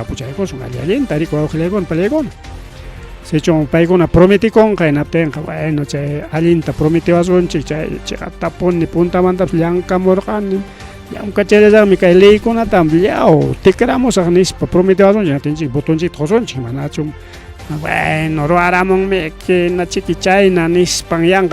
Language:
Ayacucho Quechua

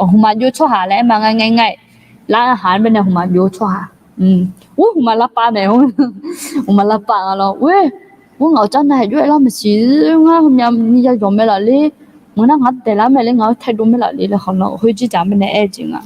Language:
Akha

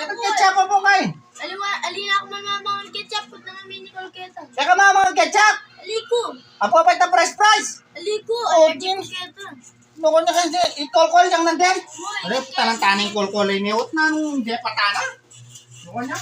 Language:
Pampanga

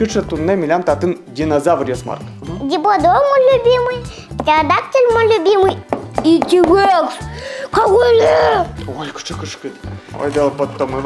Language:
Udmurt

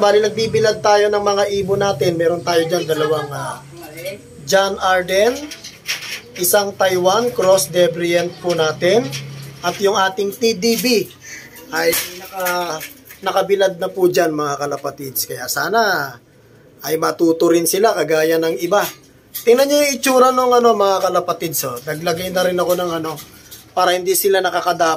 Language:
Filipino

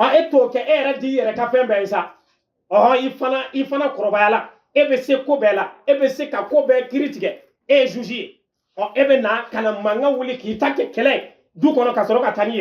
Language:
Bambara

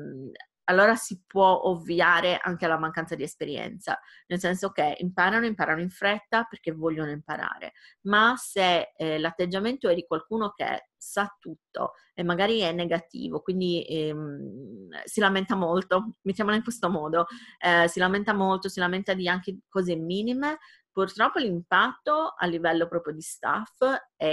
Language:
Italian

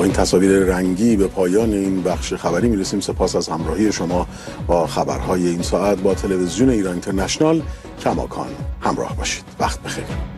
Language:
Persian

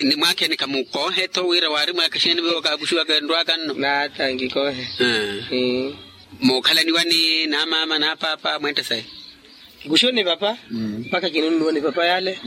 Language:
Makhuwa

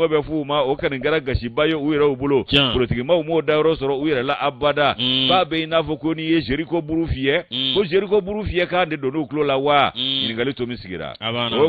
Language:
Bambara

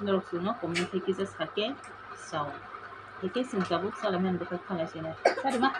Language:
Kok Borok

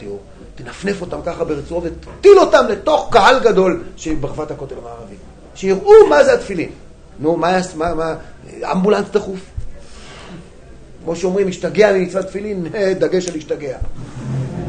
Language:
Hebrew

